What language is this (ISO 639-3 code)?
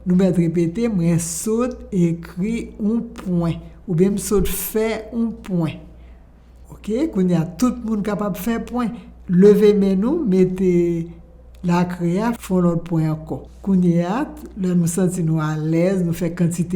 hat